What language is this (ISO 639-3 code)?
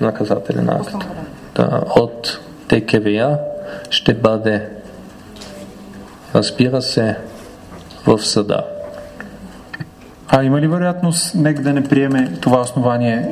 bul